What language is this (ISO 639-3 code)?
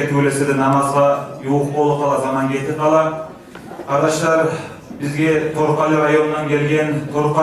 kum